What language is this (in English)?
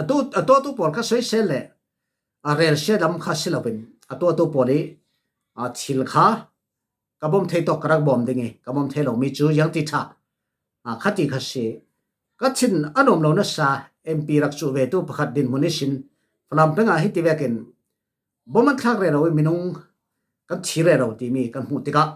Falam Chin